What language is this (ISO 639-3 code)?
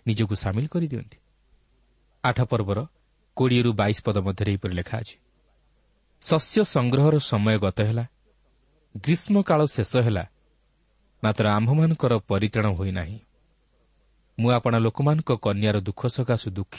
ori